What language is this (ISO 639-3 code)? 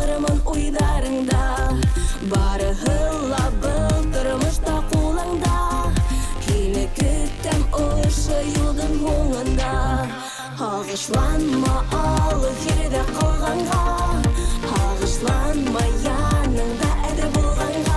bak